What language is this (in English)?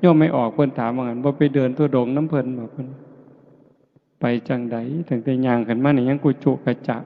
Lao